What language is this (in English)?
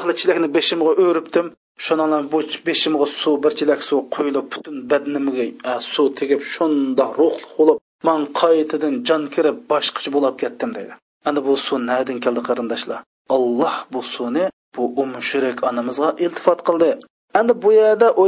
Uyghur